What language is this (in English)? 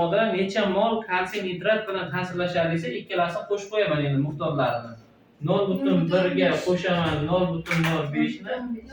Uzbek